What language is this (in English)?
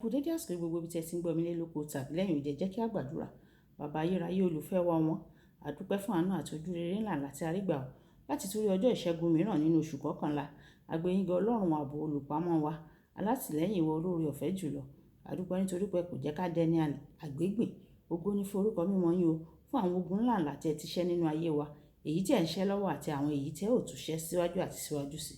Yoruba